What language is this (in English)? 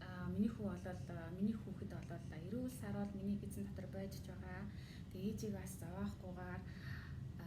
Mongolian